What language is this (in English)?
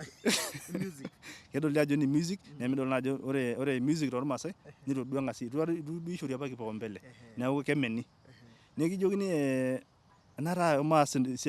Masai